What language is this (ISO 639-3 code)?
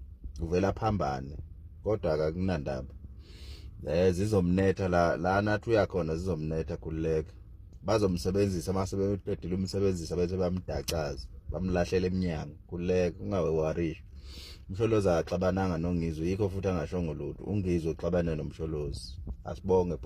zul